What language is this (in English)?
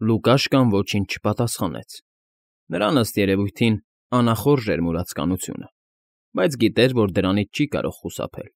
Armenian